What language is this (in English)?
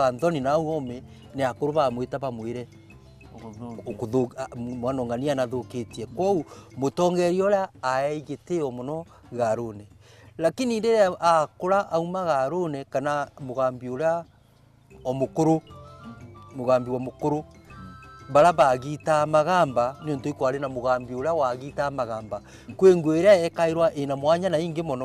Meru